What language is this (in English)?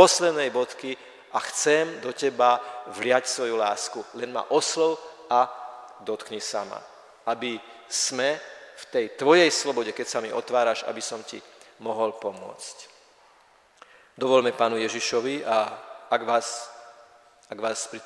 Slovak